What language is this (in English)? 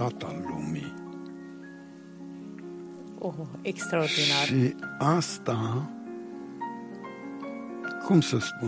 Romanian